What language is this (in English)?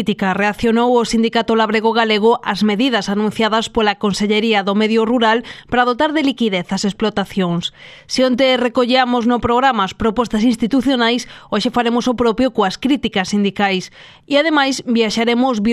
Galician